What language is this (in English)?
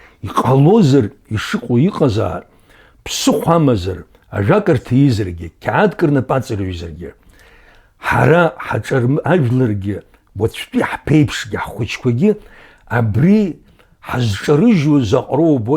Abkhazian